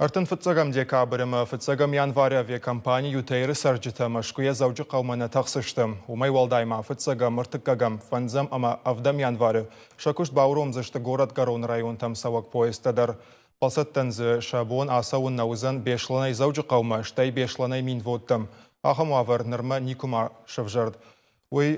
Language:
Ossetic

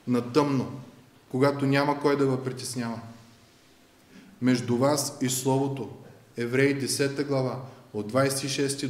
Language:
Bulgarian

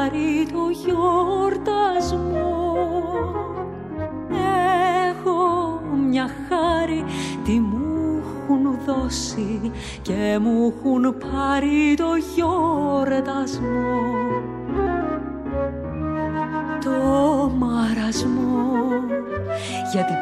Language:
Greek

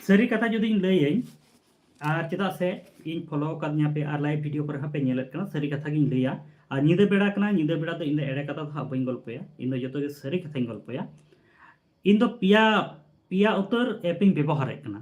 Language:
Santali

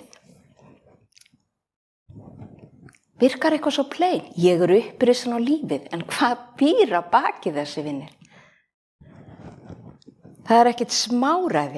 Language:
Icelandic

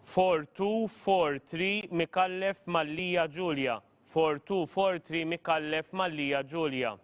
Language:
English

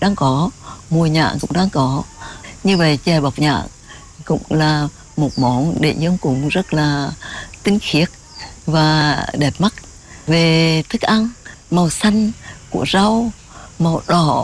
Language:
Vietnamese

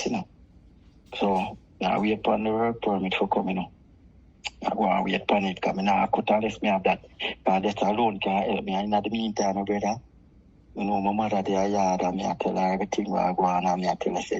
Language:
Jamaican Creole English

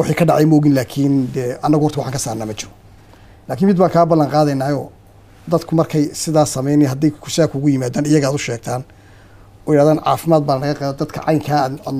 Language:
Somali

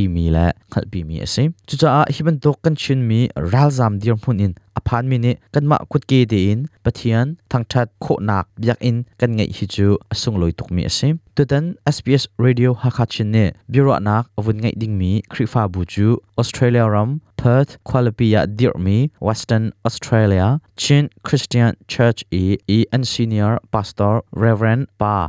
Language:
Hakha Chin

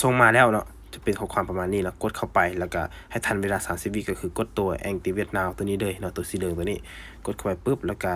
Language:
Lao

